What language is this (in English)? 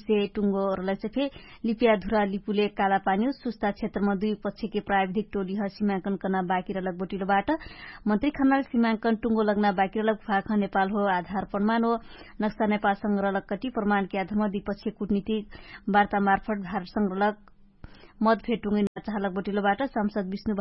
Dangaura Tharu